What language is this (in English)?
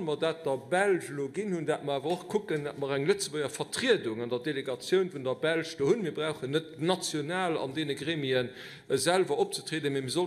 Luxembourgish